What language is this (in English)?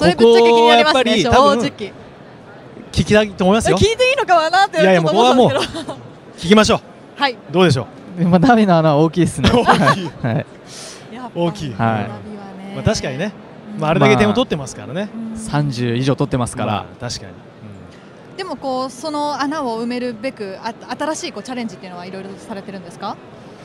Japanese